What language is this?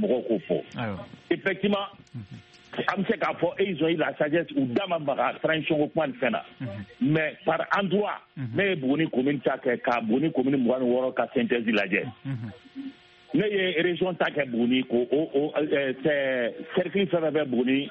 Bambara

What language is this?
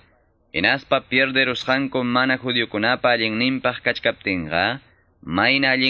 Quechua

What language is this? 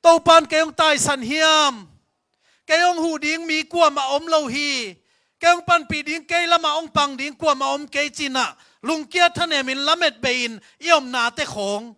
Tedim Chin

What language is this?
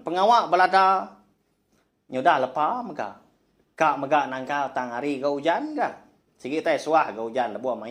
Iban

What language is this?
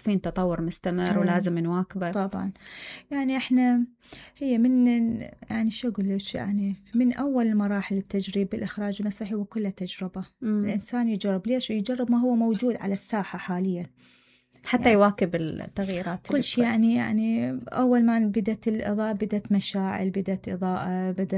Mesopotamian Arabic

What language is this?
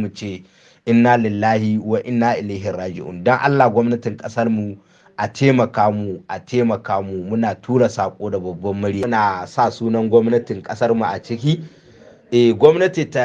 Hausa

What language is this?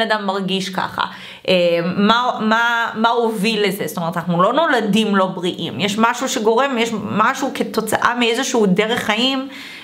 Hebrew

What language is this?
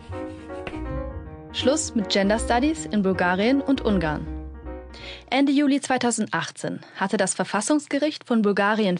German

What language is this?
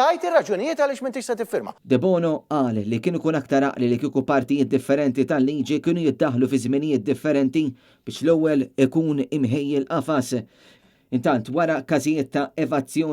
Maltese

